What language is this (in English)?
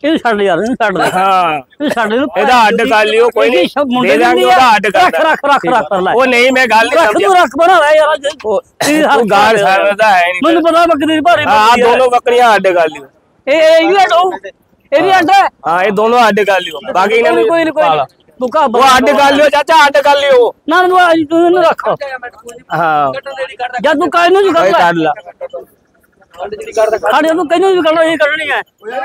Punjabi